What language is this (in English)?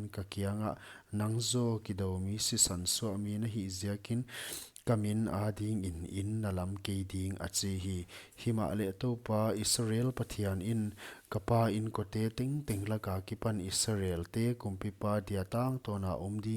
Paite Chin